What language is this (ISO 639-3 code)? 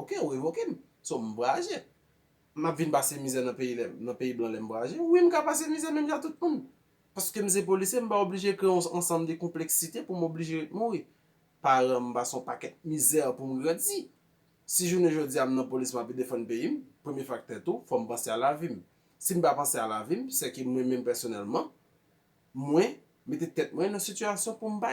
hat